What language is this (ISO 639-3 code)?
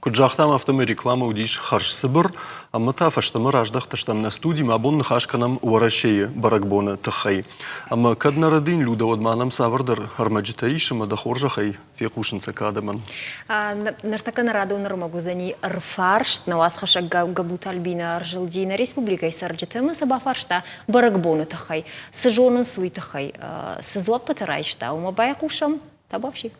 oss